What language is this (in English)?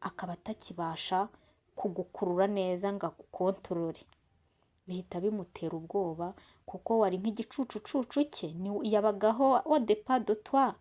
Kinyarwanda